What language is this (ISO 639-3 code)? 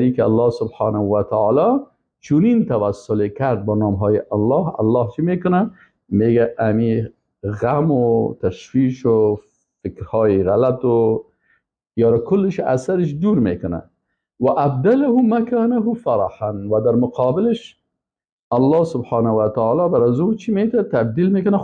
fas